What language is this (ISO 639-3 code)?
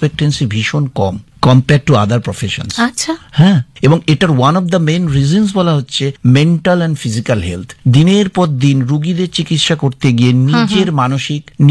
ben